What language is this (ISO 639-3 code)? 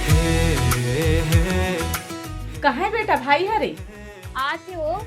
hne